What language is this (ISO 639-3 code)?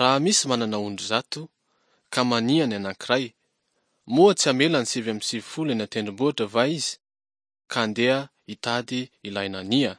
mlg